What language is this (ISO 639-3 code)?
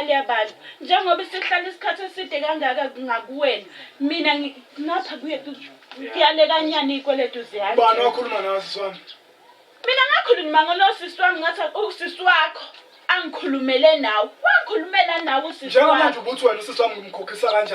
zul